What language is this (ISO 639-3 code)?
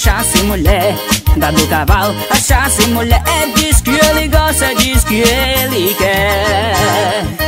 por